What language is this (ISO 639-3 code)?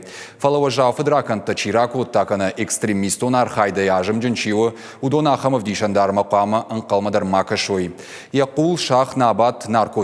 oss